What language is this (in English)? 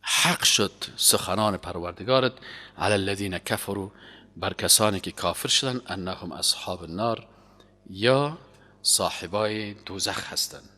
Persian